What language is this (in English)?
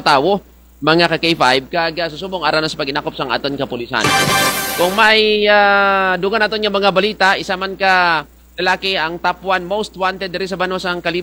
Kinaray-a